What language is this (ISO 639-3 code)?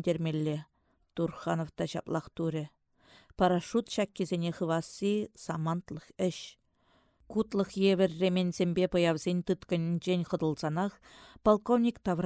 chv